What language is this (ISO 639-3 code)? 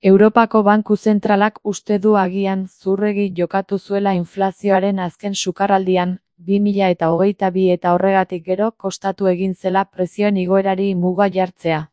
eus